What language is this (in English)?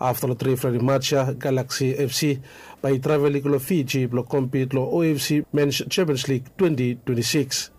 Bislama